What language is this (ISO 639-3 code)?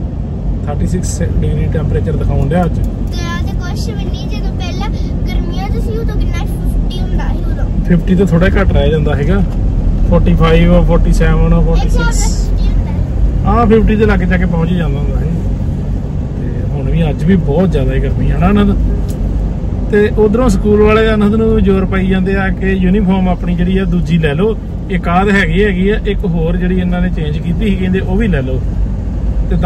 pan